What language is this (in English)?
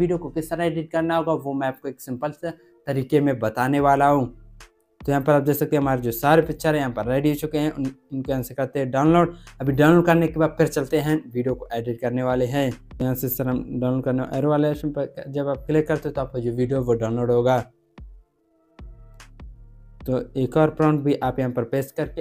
Hindi